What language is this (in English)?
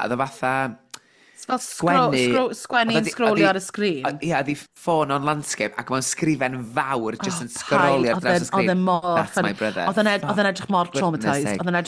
Welsh